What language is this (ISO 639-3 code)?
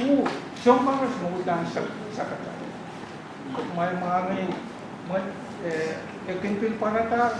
pon